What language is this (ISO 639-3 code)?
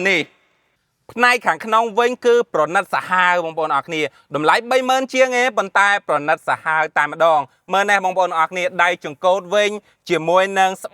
khm